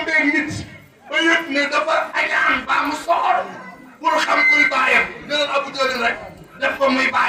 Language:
Wolof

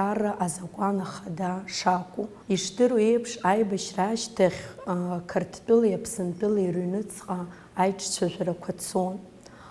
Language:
Abkhazian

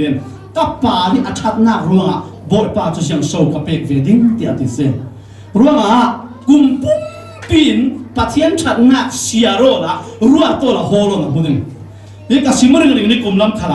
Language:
Falam Chin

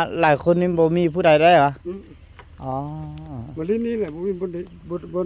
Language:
Lao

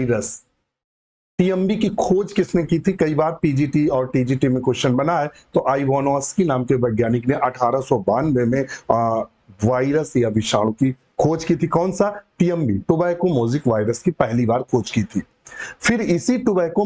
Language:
Hindi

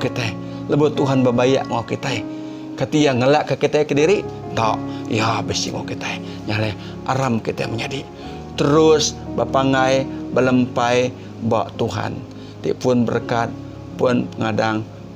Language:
Iban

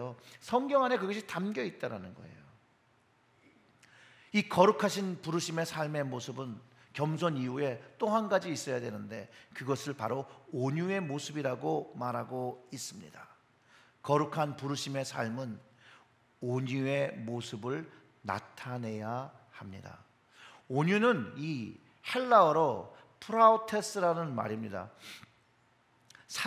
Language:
Korean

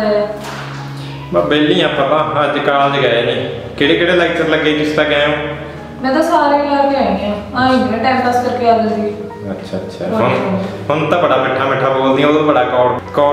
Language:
Punjabi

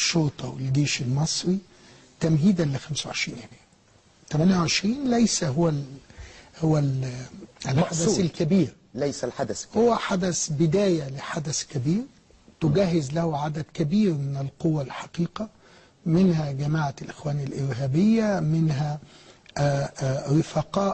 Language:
Egyptian Arabic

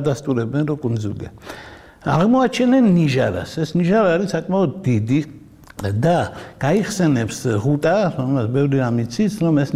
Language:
Georgian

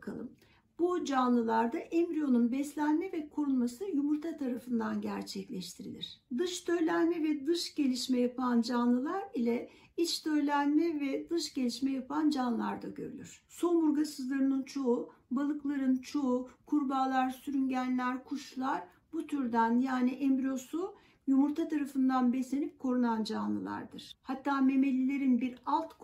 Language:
Turkish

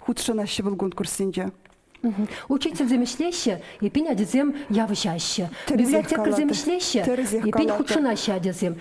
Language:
Chuvash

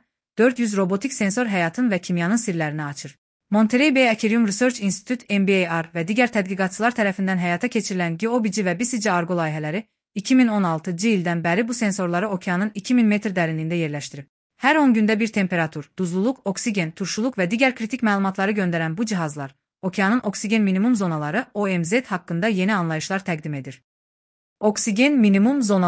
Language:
Azerbaijani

